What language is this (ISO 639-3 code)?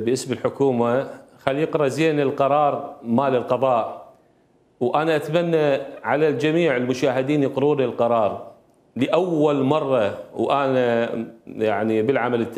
acm